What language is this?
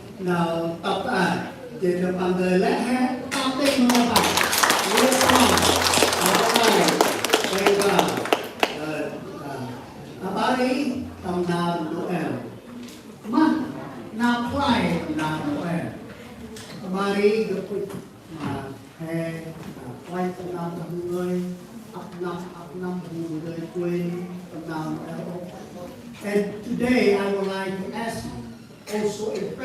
Central Mnong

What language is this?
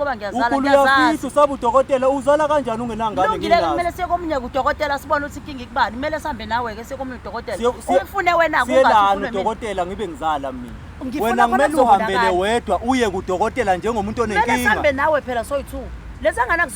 Zulu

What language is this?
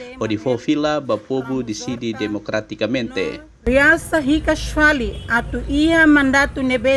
Tetum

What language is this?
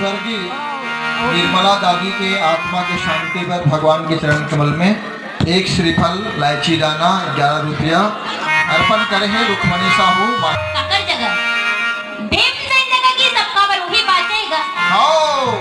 Chhattisgarhi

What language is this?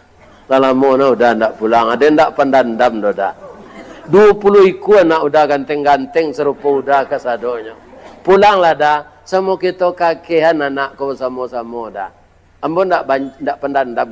Minangkabau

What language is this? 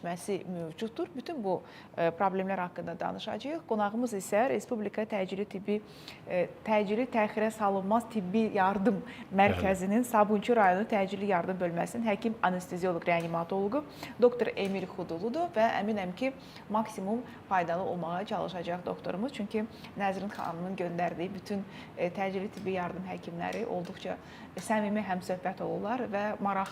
Azerbaijani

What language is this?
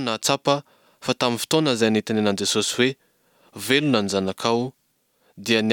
Malagasy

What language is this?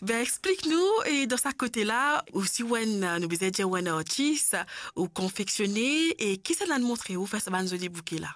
Morisyen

